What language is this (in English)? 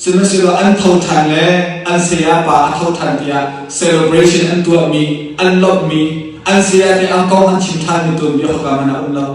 Hakha Chin